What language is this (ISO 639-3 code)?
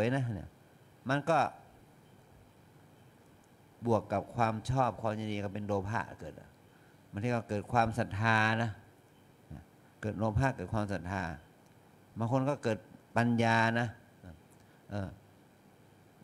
tha